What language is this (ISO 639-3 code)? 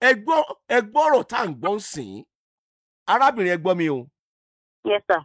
yor